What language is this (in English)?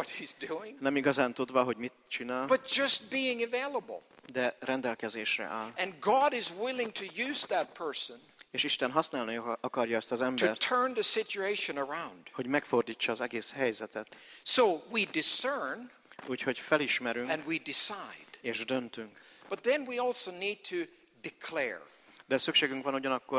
Hungarian